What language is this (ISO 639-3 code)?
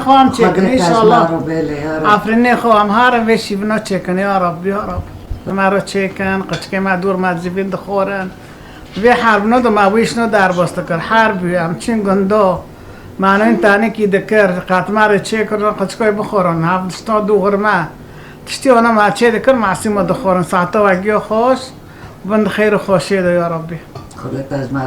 kur